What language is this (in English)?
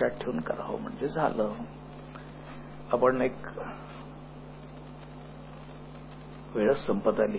Marathi